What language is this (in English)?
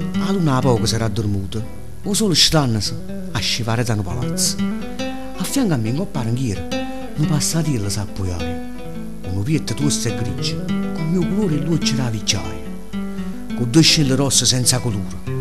Neapolitan